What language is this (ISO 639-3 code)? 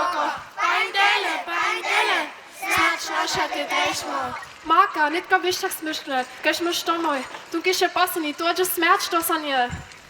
hsb